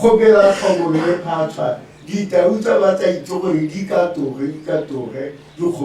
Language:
Tswana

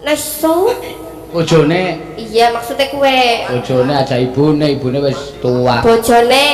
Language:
Javanese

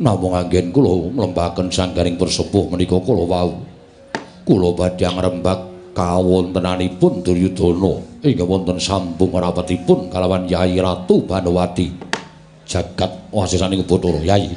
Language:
Javanese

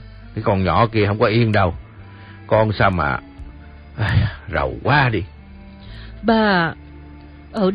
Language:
Vietnamese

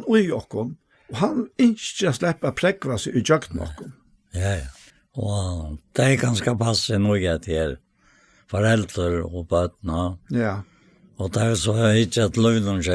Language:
Faroese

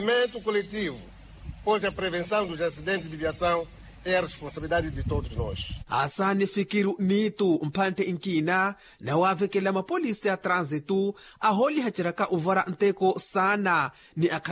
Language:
Makhuwa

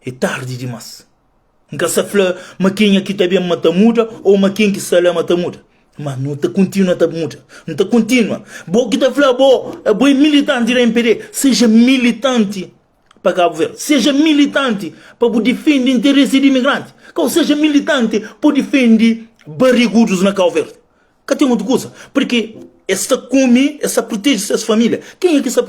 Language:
Kabuverdianu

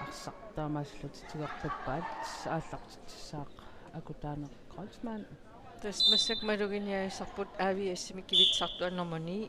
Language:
Kalaallisut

